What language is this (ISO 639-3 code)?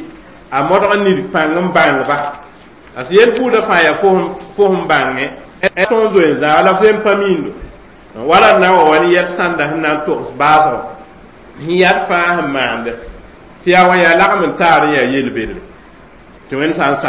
mos